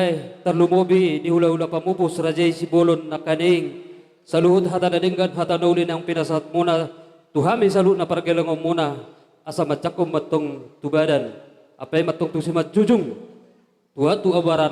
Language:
Batak Toba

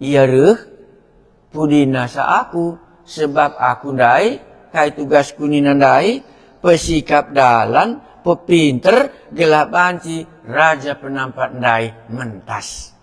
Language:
Batak Karo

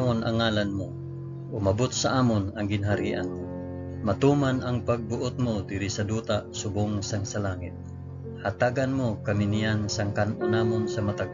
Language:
Hiligaynon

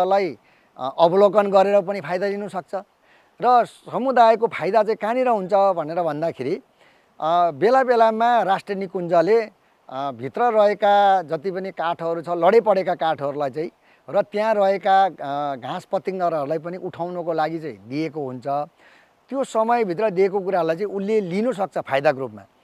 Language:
Nepali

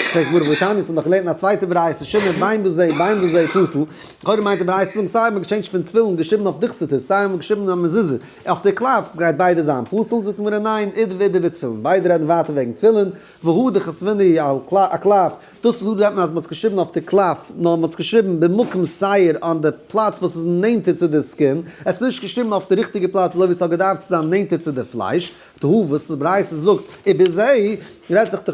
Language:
Yiddish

